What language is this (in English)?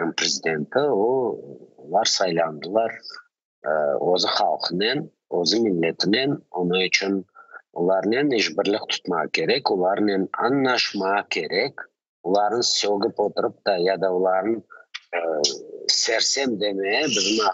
Crimean Tatar